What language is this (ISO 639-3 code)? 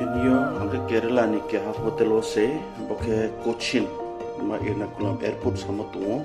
ria